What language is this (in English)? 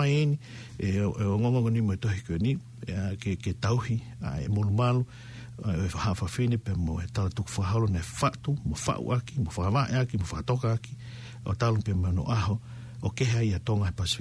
Tongan